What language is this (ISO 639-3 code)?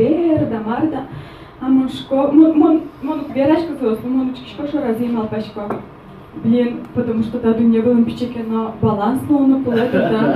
udm